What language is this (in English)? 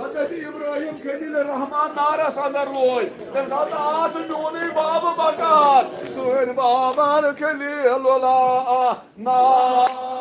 Kashmiri